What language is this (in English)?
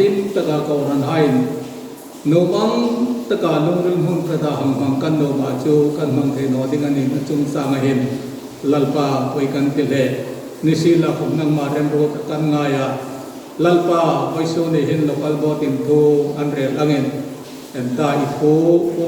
Hmar